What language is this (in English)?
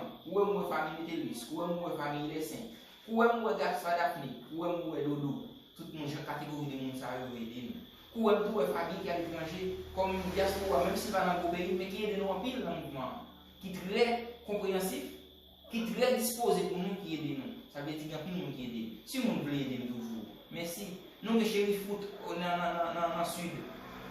Haitian Creole